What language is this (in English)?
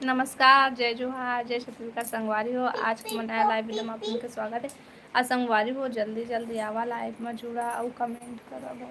Chhattisgarhi